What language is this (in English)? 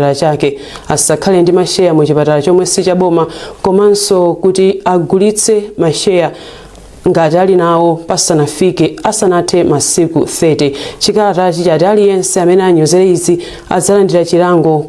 Nyanja